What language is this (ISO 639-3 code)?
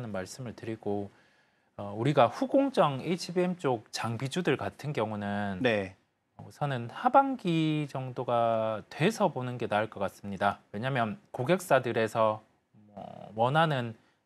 kor